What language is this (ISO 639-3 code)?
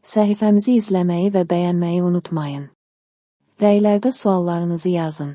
aze